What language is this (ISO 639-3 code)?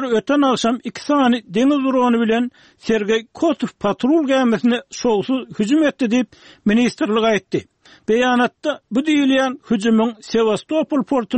tuk